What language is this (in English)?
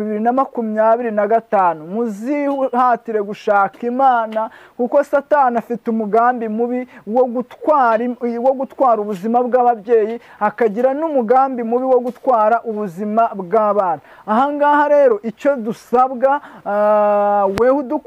Kinyarwanda